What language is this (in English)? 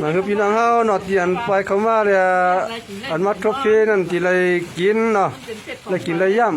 Shan